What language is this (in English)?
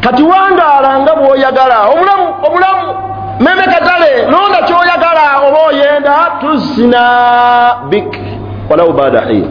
Ganda